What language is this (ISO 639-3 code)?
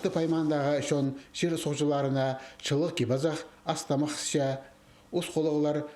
kjh